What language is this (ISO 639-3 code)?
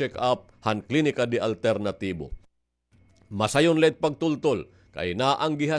war